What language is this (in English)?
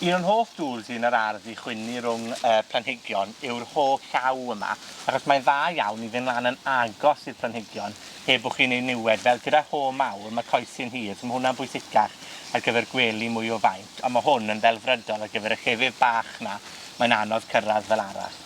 Welsh